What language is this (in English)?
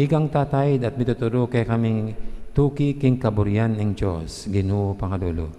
Pampanga